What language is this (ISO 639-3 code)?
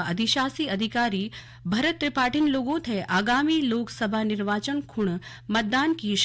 gbm